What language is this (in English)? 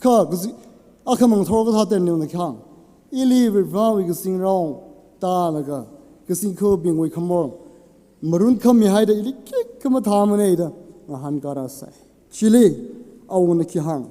Tangkhul Naga (India)